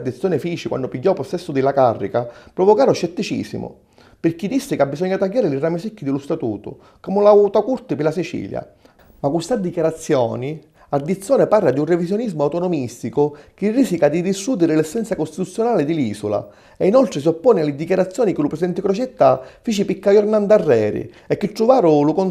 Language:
Sicilian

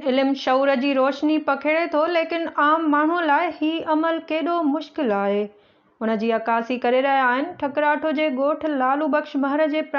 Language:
Sindhi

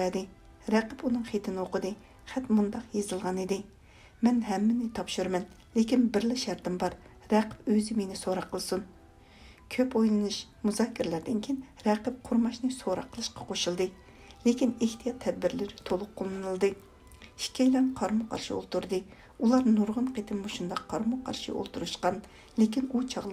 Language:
Uyghur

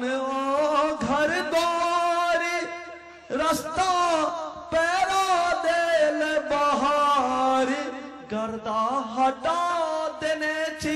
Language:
Maithili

